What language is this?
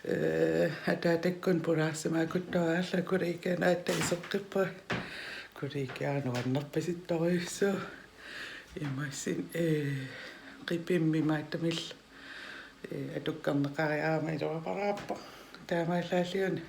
Kalaallisut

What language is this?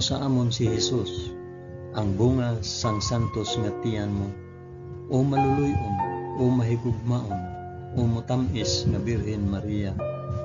Hiligaynon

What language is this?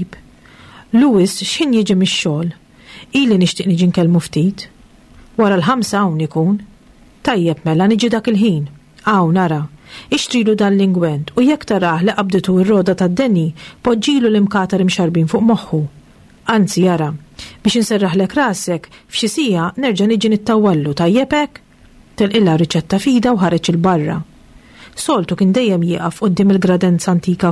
Maltese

